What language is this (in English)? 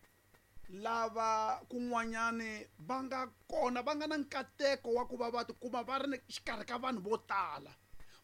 Tsonga